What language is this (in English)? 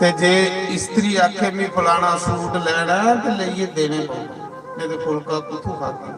Dogri